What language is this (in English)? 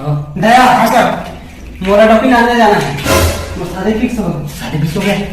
Chhattisgarhi